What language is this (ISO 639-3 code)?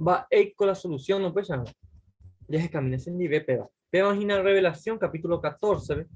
grn